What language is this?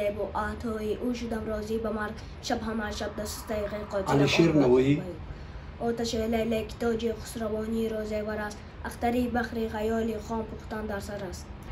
Tajik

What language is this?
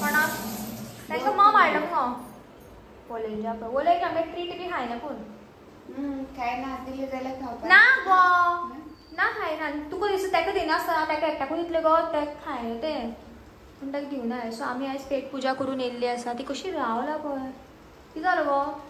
Konkani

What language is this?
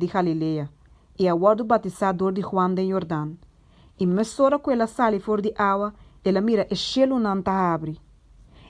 Papiamento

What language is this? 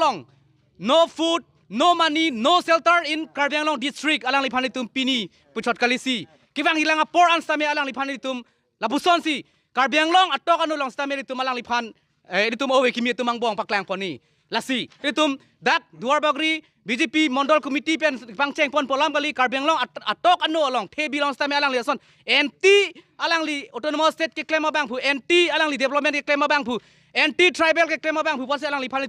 Karbi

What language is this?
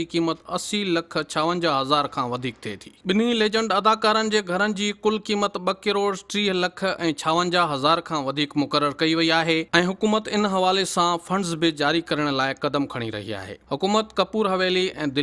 Sindhi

